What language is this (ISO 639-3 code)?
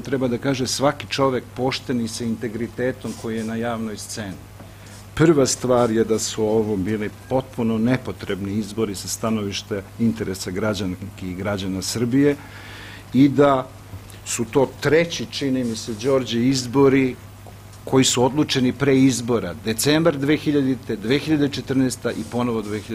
srp